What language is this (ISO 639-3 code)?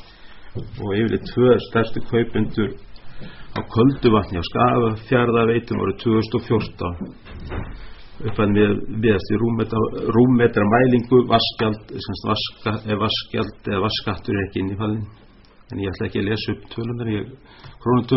isl